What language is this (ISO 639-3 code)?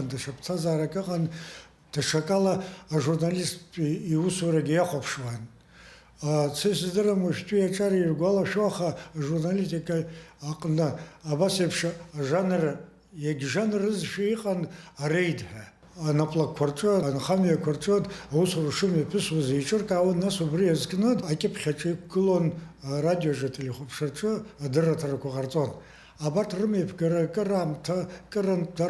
abk